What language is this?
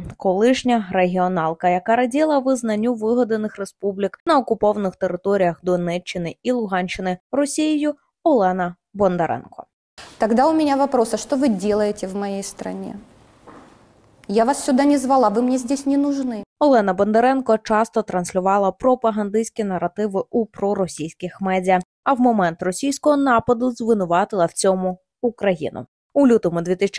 Ukrainian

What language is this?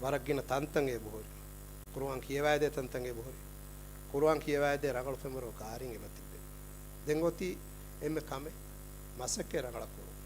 Divehi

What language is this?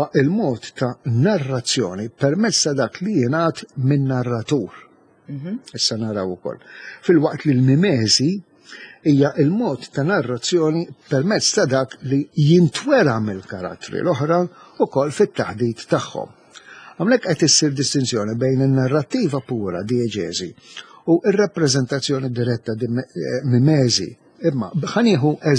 Maltese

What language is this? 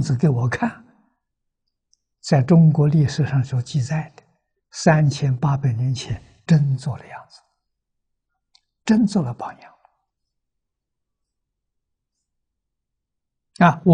Chinese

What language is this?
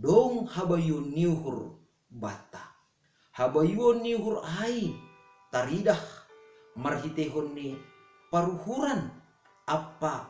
Batak Simalungun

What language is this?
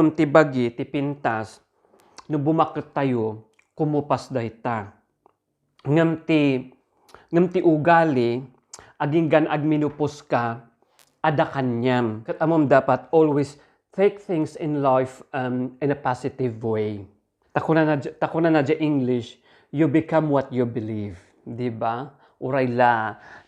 Iloko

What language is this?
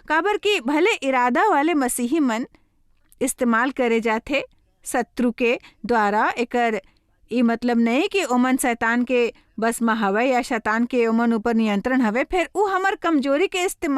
Chhattisgarhi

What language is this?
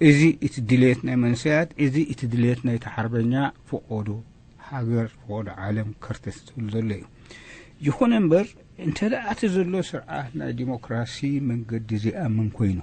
Tigrinya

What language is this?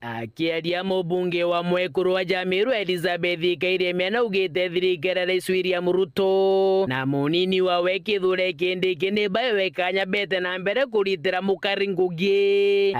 Meru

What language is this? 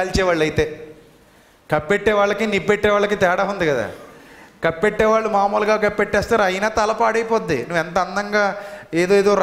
Telugu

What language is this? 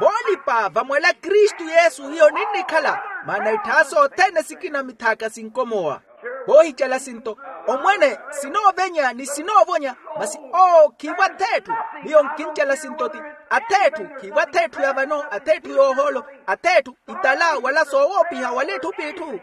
Makhuwa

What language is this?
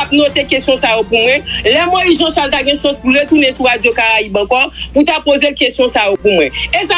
Haitian Creole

